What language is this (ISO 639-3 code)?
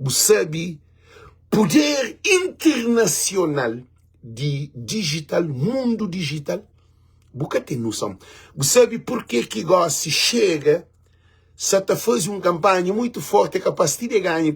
kea